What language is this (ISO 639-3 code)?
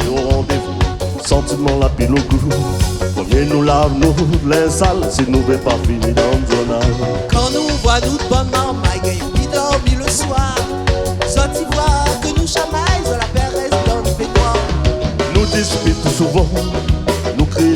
rcf